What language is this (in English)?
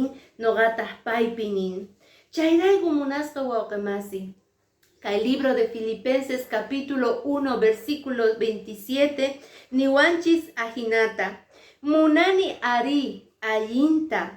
Quechua